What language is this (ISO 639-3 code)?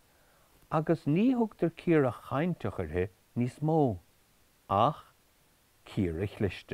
gle